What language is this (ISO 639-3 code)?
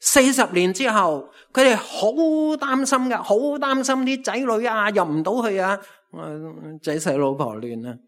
yue